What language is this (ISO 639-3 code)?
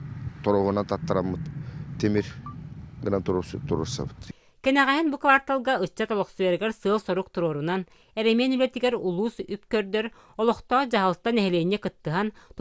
sah